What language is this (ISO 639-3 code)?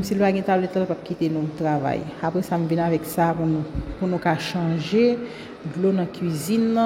hat